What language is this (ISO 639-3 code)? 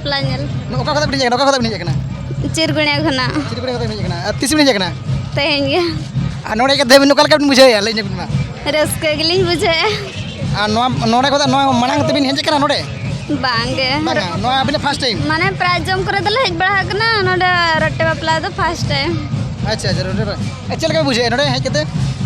sat